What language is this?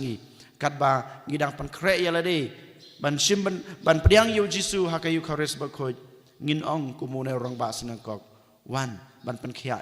Khasi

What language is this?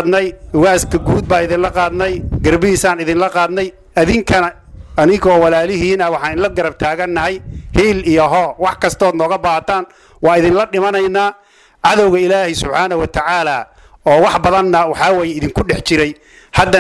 Somali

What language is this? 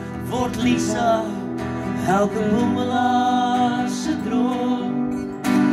Afrikaans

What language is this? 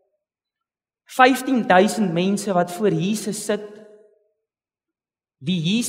Afrikaans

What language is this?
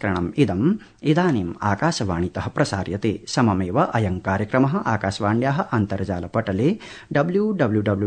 Sanskrit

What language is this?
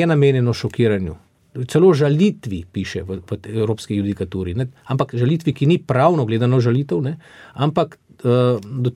Slovenian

